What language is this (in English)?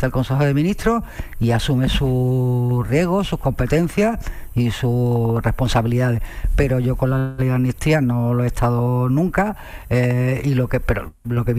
Spanish